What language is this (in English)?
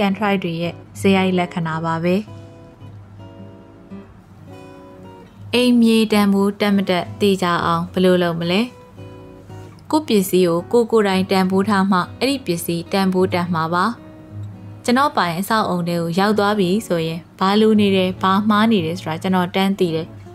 Burmese